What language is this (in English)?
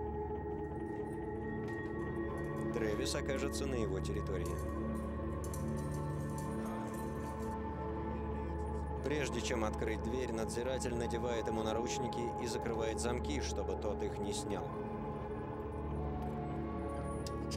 Russian